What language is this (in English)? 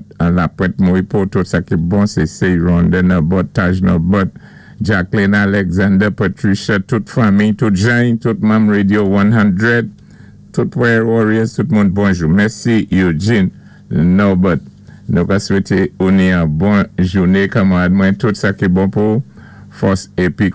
Saint Lucian Creole French